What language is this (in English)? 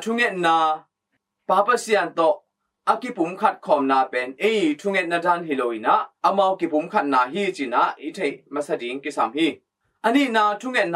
Tedim Chin